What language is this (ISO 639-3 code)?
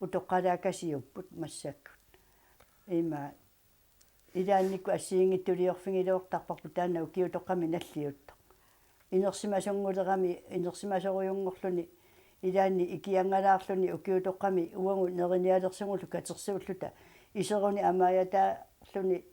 kal